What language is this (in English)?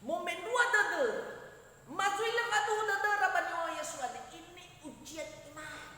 Nias